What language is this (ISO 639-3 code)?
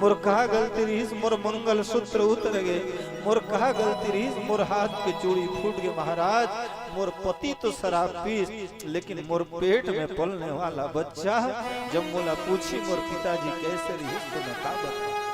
hne